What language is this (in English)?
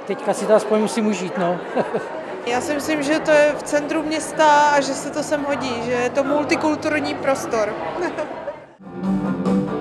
Czech